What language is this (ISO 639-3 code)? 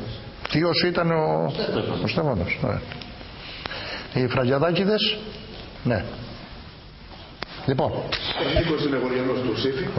ell